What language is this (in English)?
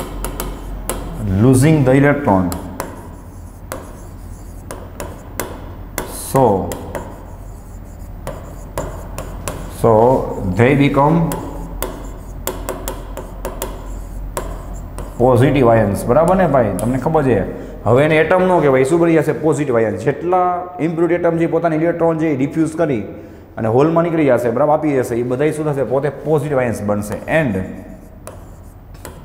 Gujarati